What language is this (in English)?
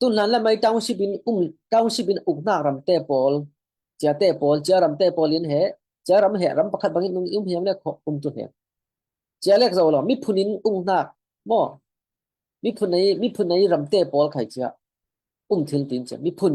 Falam Chin